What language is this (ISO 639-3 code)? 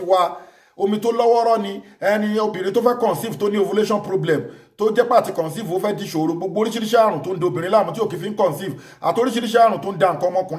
yor